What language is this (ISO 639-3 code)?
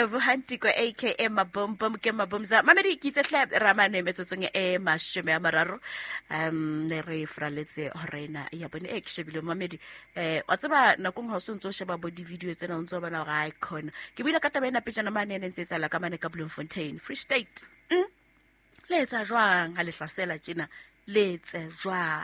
sot